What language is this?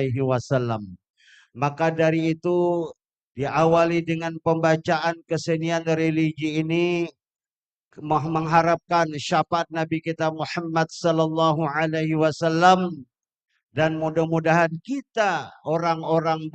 Banjar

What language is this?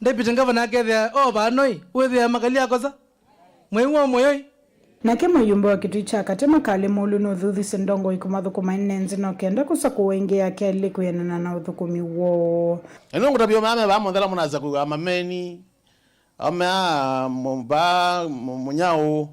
Kamba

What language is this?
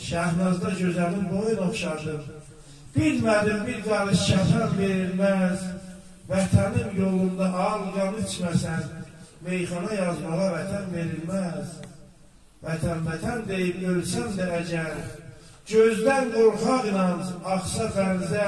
South Azerbaijani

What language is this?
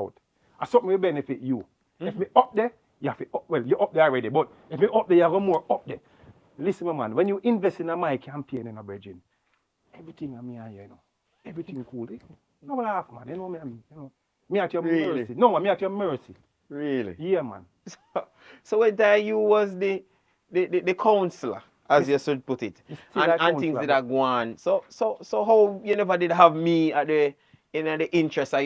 Jamaican Creole English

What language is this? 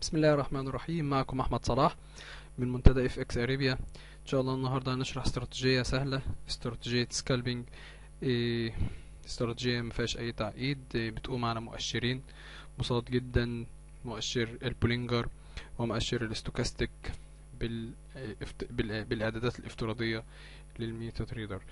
Egyptian Arabic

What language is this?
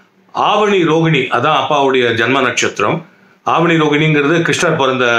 Tamil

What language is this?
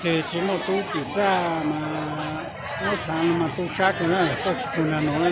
Hmong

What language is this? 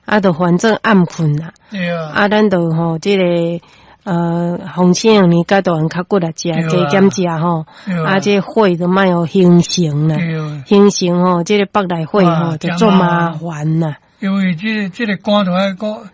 Min Nan Chinese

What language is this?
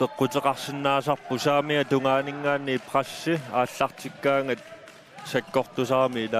Kalaallisut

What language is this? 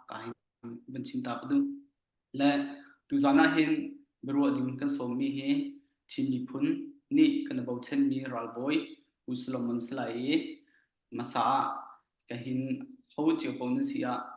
Hakha Chin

